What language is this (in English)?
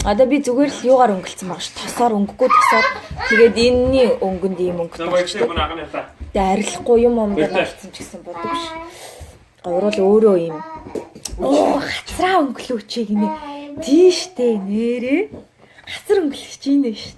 Mongolian